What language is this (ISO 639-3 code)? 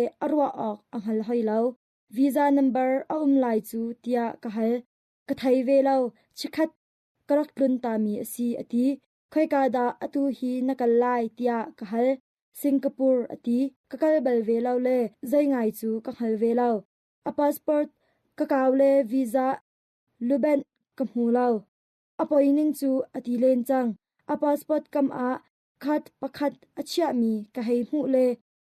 cnh